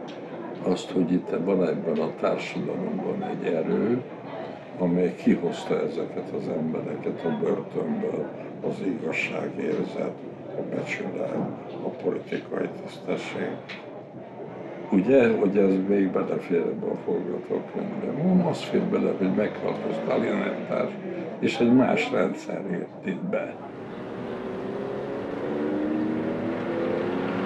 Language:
Hungarian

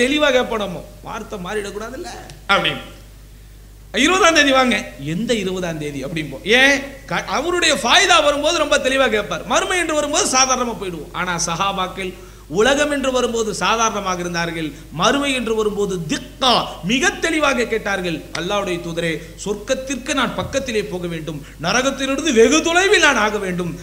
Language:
Tamil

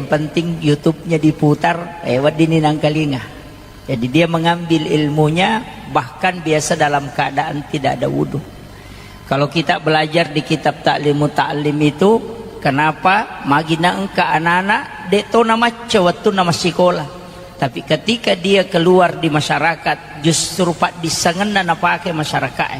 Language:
Buginese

